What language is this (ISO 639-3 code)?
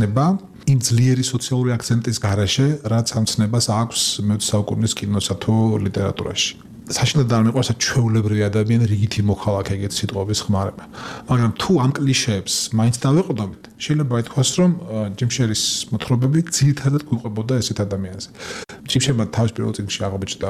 kat